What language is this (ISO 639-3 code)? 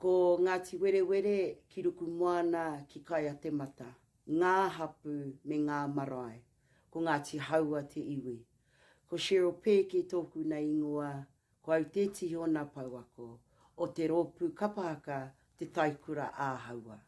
mri